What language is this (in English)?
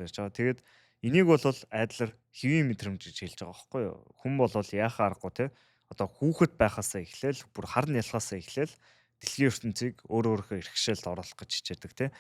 Mongolian